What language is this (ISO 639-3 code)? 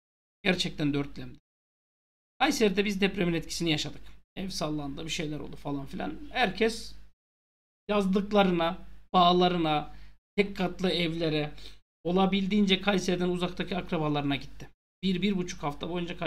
tur